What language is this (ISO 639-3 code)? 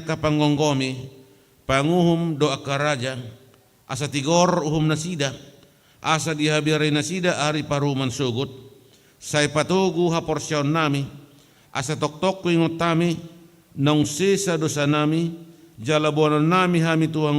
bbc